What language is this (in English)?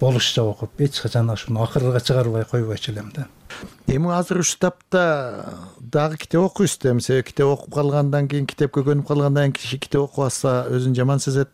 Kyrgyz